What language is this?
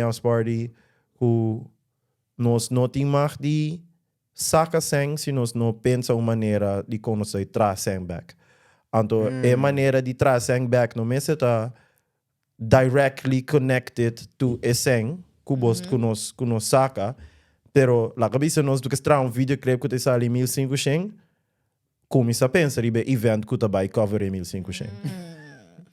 Papiamento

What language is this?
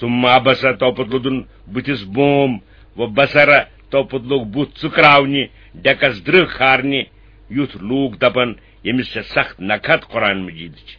Kashmiri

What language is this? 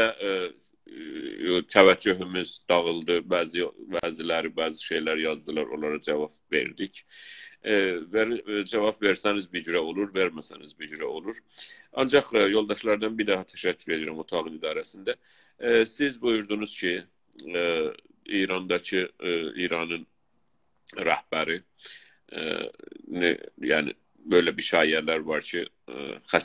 South Azerbaijani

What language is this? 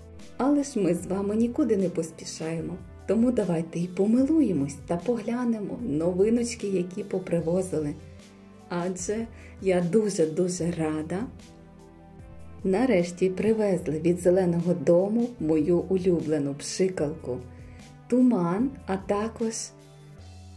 Ukrainian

